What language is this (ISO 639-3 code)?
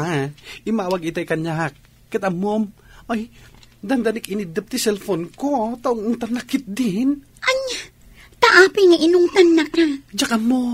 ilo